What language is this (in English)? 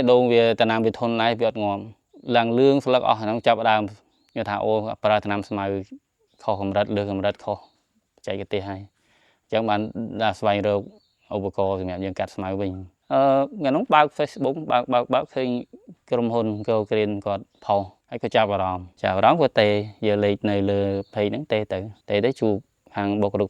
Khmer